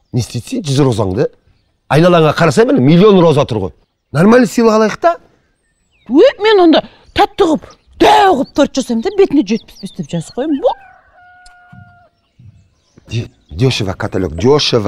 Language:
Kazakh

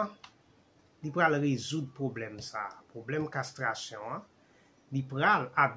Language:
Haitian Creole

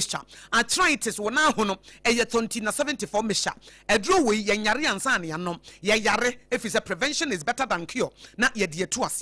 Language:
Akan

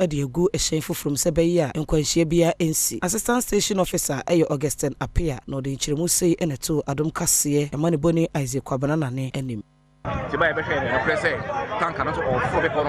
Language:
Akan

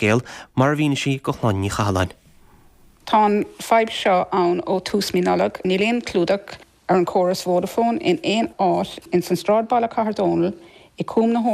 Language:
Irish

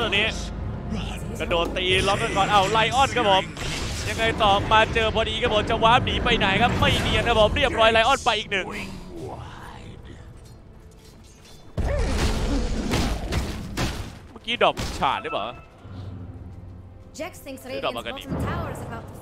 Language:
Thai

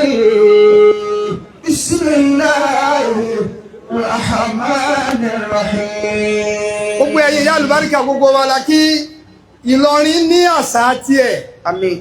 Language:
Yoruba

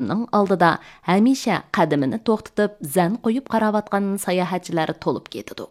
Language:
Uyghur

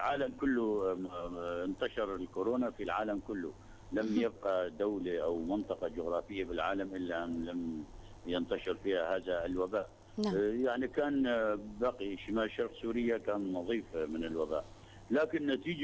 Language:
North Levantine Arabic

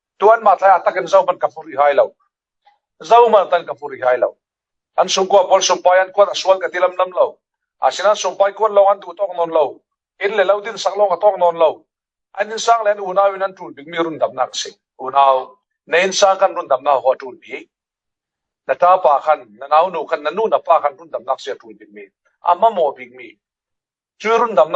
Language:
Falam Chin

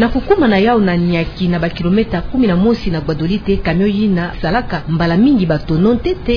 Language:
Kituba (Democratic Republic of Congo)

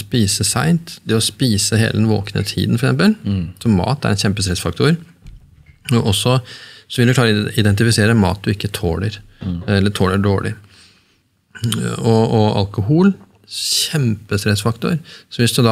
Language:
Norwegian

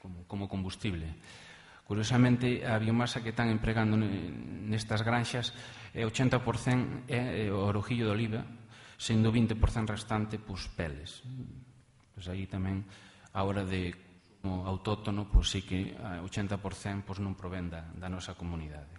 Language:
Galician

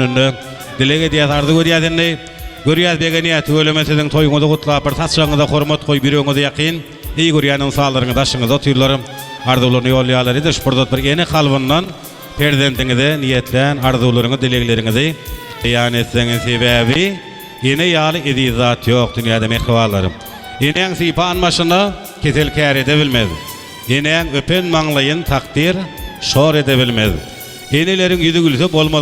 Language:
Turkmen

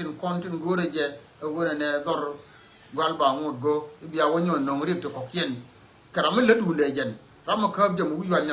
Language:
Nuer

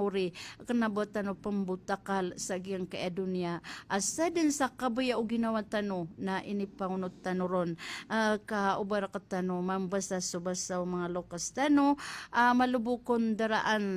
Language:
Maranao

